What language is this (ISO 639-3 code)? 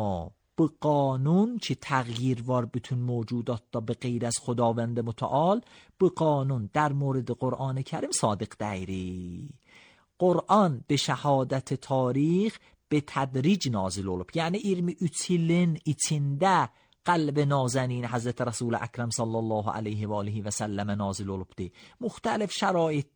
aze